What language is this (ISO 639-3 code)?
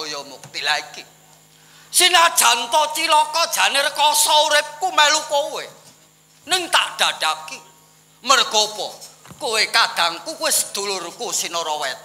jav